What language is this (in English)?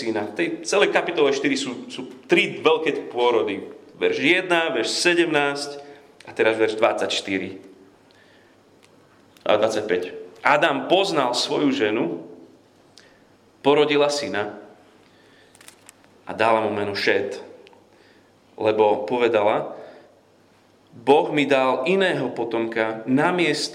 Slovak